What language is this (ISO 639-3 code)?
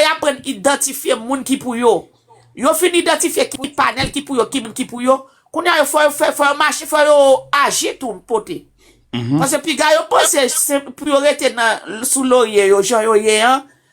hat